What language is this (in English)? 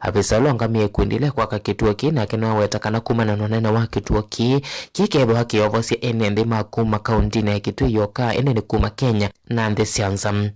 Kamba